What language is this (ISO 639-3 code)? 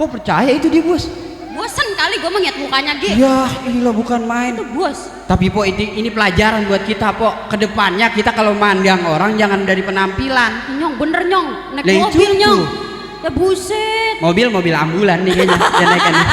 bew